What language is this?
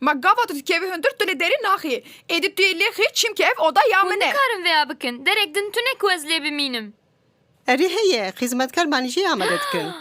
Kurdish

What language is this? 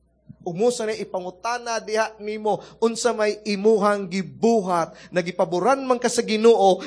Cebuano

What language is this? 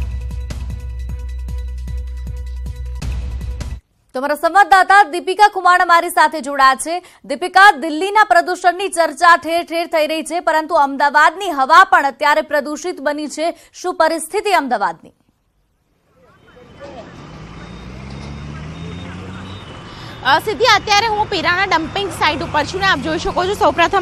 Gujarati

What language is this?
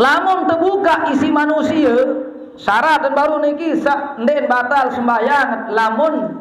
Sasak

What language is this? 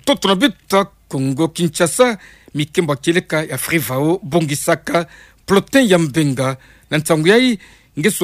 Kituba (Democratic Republic of Congo)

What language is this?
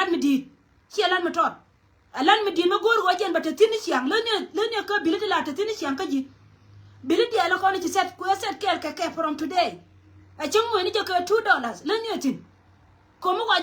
Nuer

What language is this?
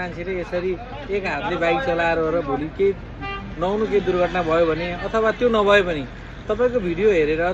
Nepali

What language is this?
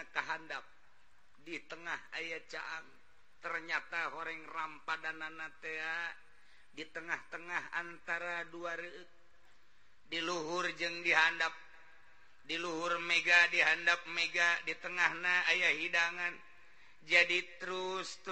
Sundanese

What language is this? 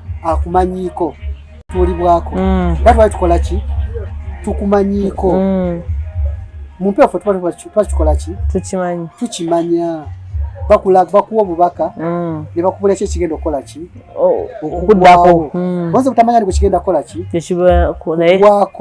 Ganda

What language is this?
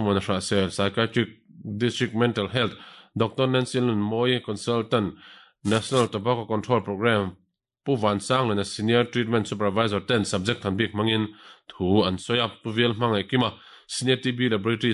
Mizo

